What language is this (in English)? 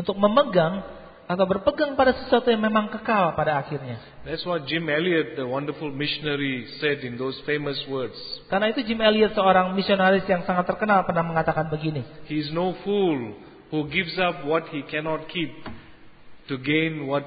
Indonesian